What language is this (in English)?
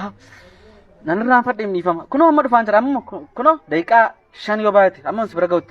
Oromo